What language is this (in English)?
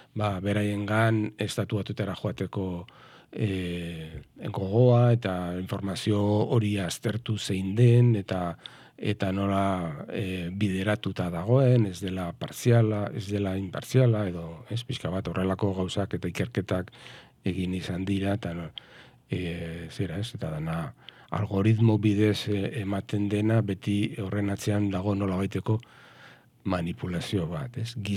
Basque